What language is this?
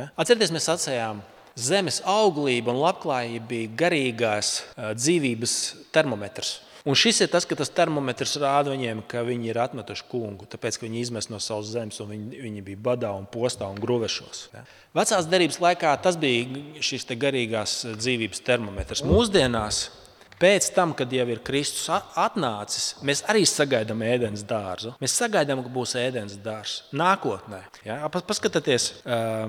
Latvian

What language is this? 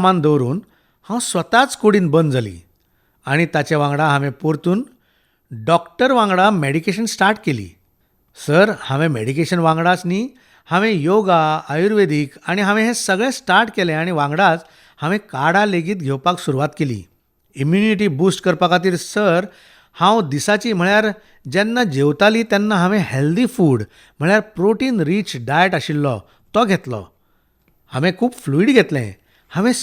Konkani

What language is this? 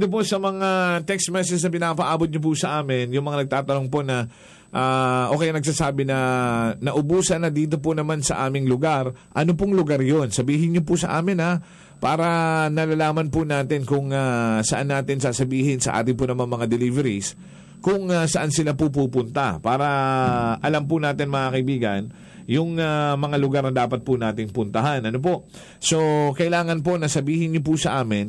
Filipino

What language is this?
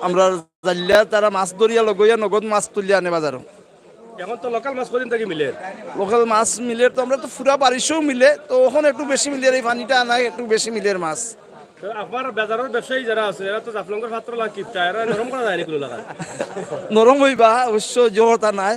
Sylheti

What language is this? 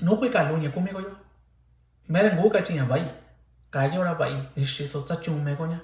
Mixtepec Mixtec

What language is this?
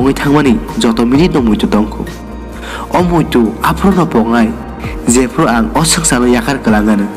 Kok Borok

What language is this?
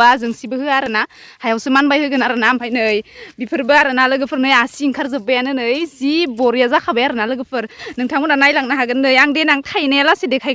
Bodo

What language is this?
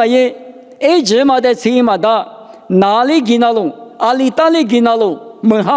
Lisu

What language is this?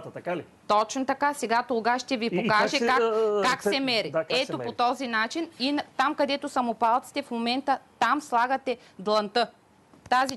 Bulgarian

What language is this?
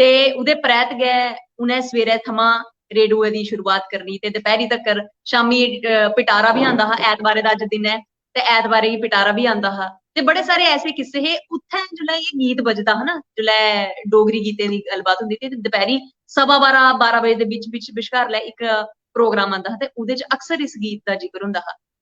Dogri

